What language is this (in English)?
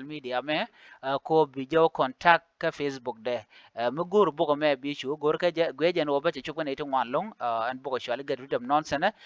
Nuer